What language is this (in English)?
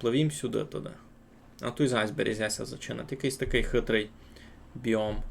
Rusyn